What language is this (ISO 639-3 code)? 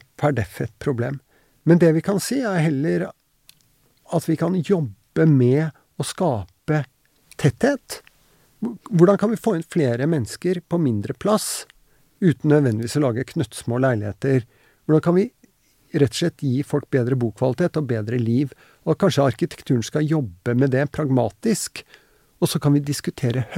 nor